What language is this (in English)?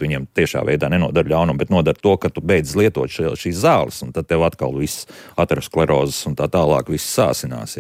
Latvian